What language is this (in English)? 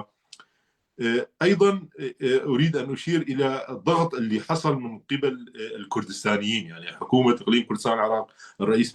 North Levantine Arabic